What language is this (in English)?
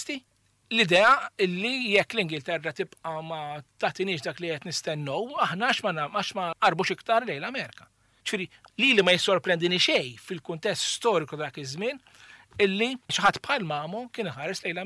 Maltese